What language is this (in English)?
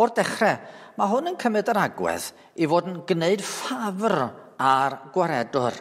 Welsh